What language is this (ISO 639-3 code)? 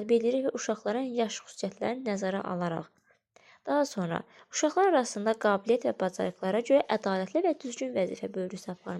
aze